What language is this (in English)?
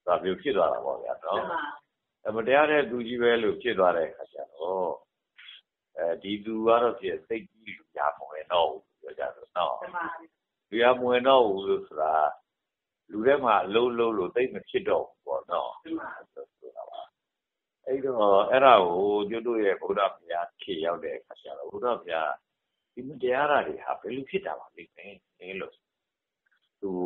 Burmese